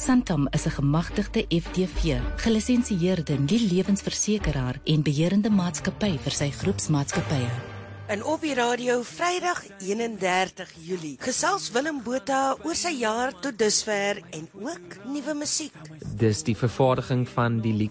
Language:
Afrikaans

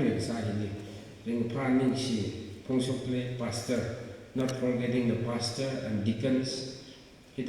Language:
Tangkhul Naga (India)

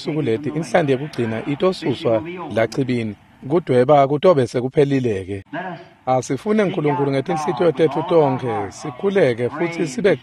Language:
Swati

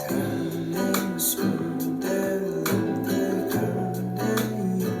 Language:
Tibetan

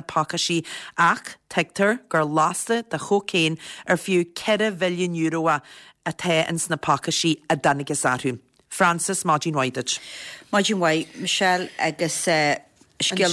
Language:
Irish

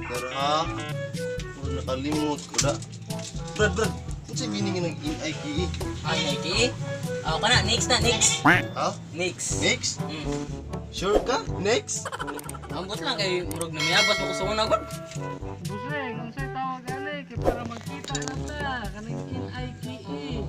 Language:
Cebuano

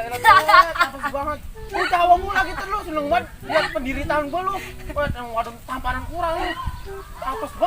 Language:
Betawi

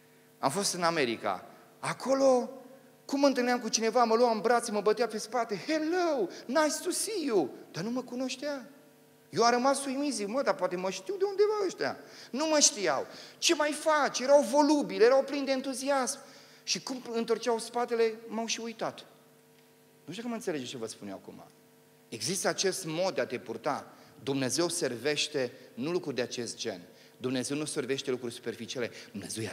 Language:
Romanian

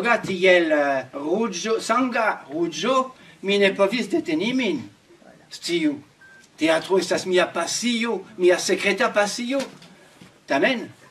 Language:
Esperanto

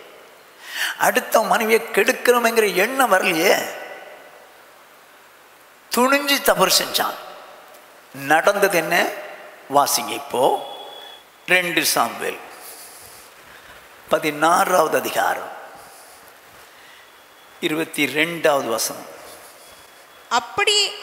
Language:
Tamil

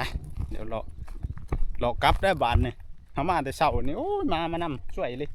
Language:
Northeastern Thai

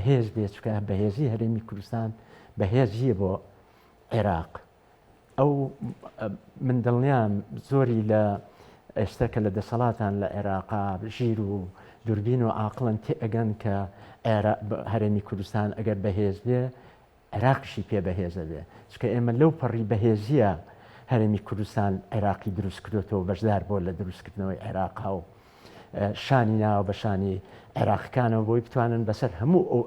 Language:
Central Kurdish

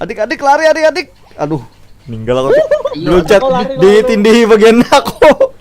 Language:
Banjar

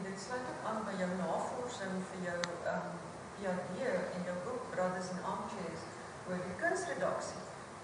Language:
Afrikaans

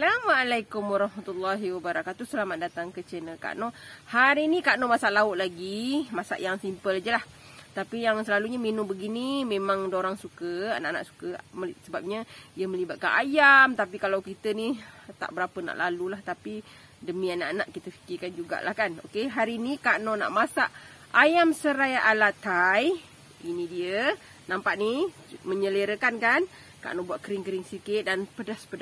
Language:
Malay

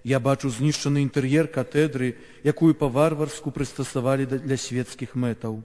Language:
Belarusian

